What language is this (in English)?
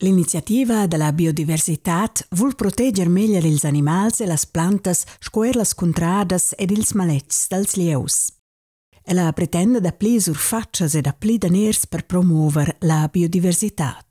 Romansh